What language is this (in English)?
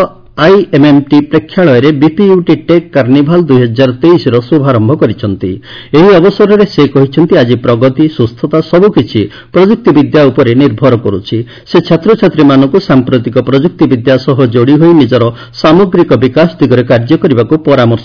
Odia